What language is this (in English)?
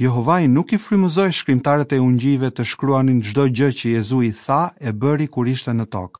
Albanian